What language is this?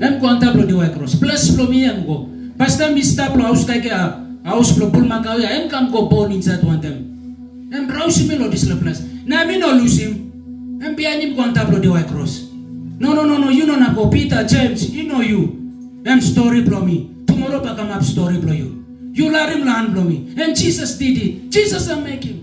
Tok Pisin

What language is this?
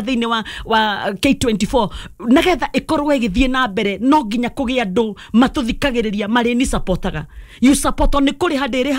Kikuyu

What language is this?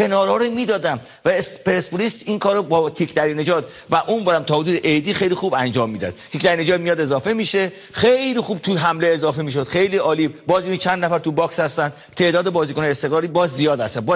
Persian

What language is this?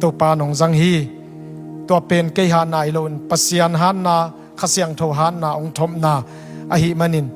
Tedim Chin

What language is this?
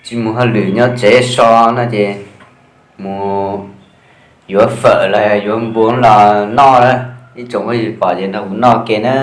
Hmong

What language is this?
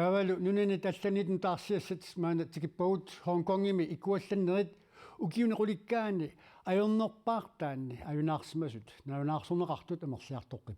Kalaallisut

